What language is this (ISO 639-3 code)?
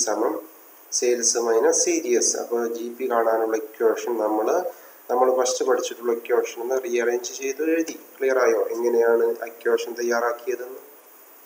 mal